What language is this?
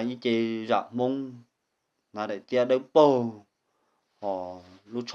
Hmong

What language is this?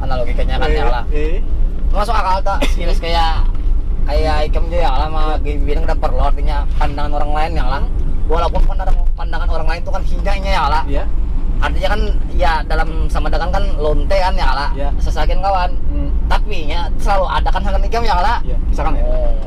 Banjar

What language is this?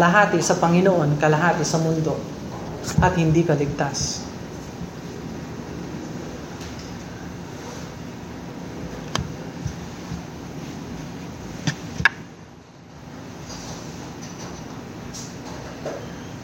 Filipino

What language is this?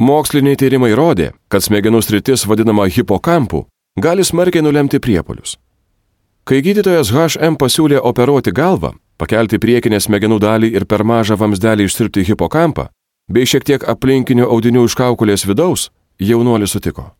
Lithuanian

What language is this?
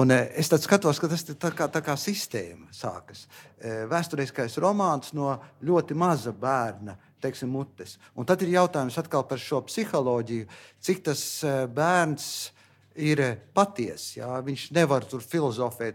Latvian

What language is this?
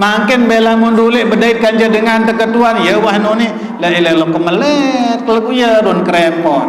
Sasak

